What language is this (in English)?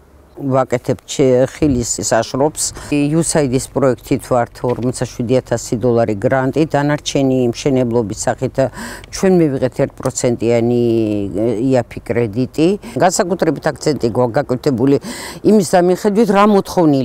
Georgian